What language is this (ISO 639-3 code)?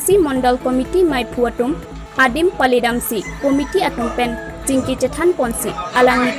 mjw